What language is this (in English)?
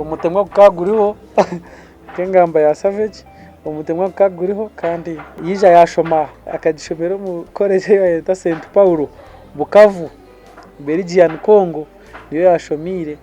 Nyankole